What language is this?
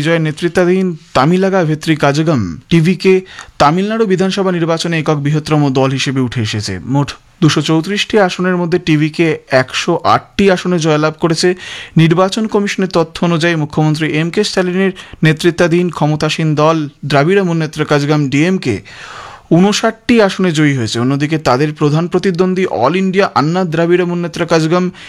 Bangla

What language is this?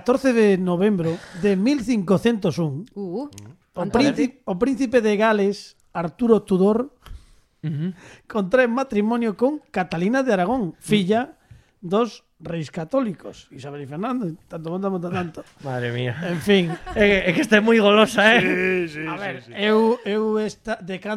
Galician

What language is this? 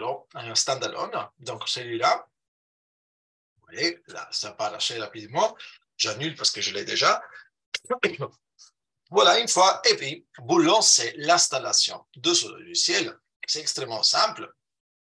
French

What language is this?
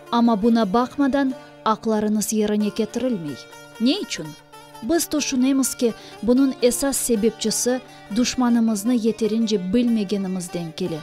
Crimean Tatar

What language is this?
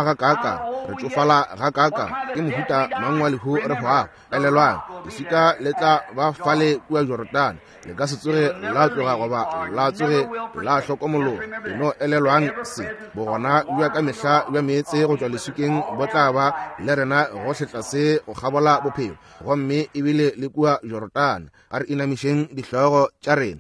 Northern Sotho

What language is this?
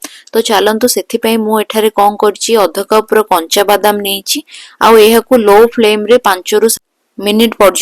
Odia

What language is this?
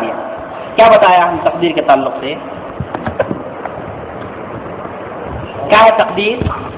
Urdu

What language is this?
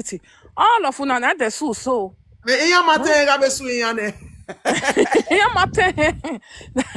Nigerian Pidgin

